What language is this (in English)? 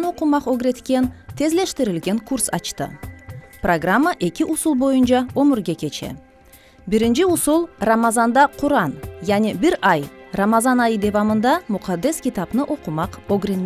Crimean Tatar